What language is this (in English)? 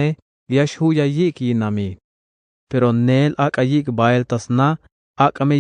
Tzeltal